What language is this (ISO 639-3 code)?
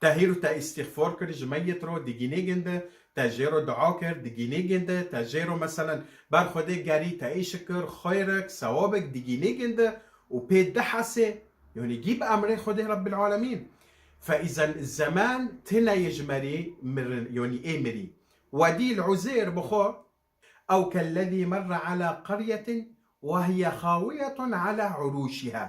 kur